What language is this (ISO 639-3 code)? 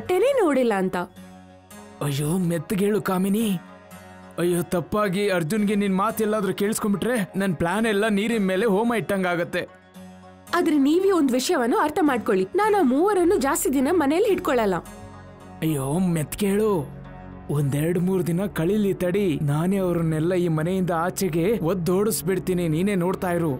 kan